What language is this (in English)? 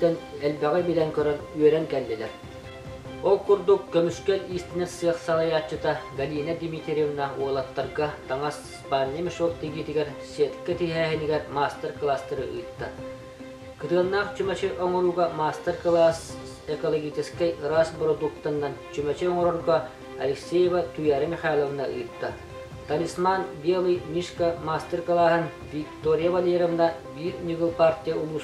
Yakut